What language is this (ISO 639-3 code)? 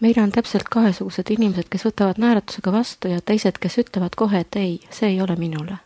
est